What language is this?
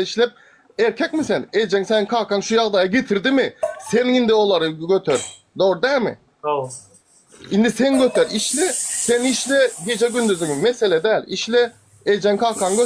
Turkmen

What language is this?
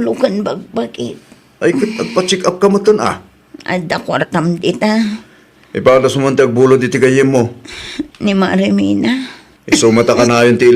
Iloko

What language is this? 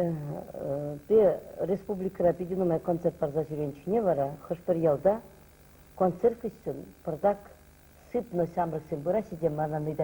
Chuvash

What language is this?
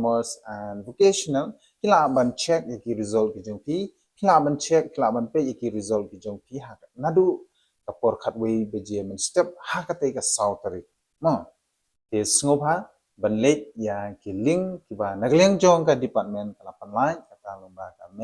Khasi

